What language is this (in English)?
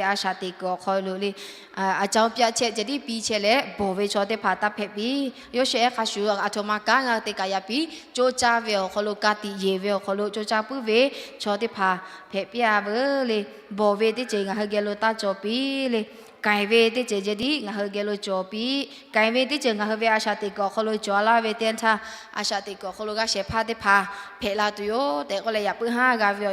Lahu